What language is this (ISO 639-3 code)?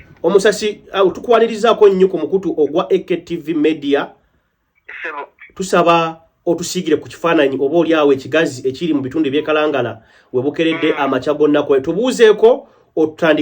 lug